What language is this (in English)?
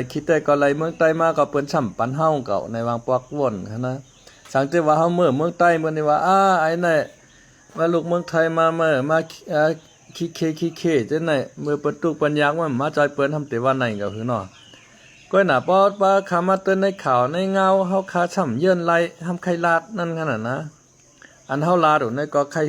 Shan